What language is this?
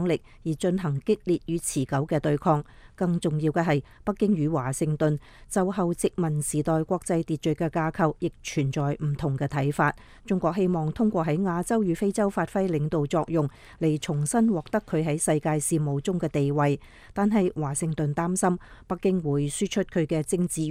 Cantonese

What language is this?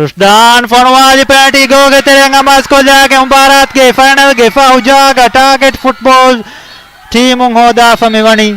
Divehi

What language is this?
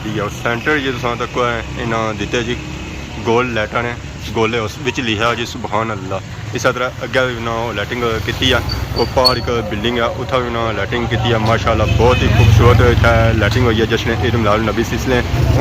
Pahari-Potwari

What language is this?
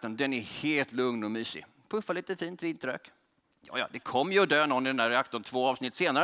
Swedish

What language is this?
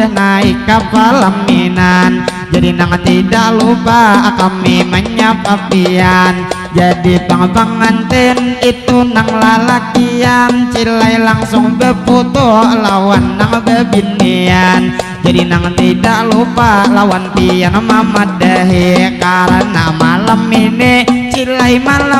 Banjar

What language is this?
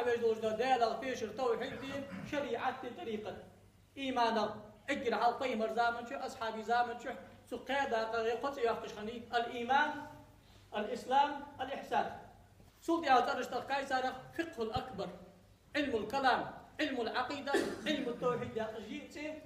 Ingush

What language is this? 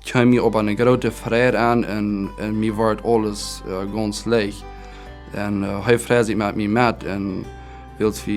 Plautdietsch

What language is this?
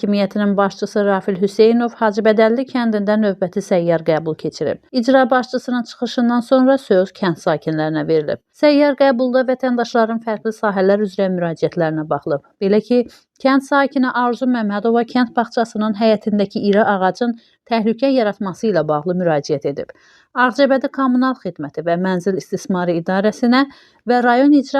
Azerbaijani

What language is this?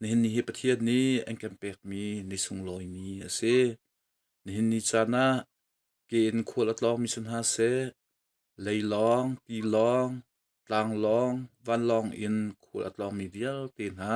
Hakha Chin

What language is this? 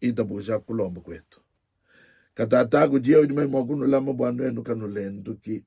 Luba-Lulua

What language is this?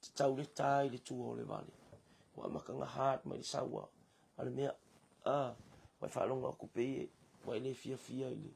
Samoan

